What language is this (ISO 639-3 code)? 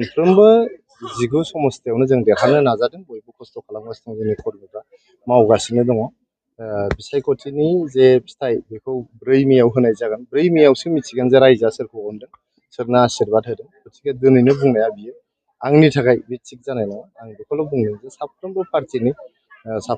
brx